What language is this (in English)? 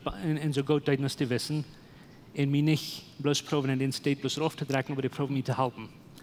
Plautdietsch